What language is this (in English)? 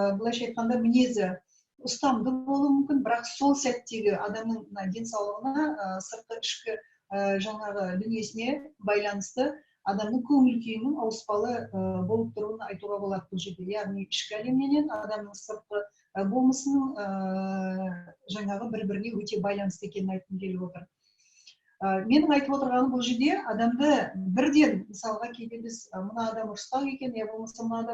Kazakh